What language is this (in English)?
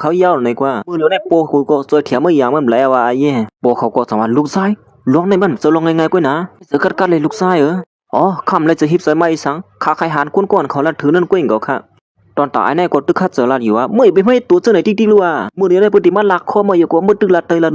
Shan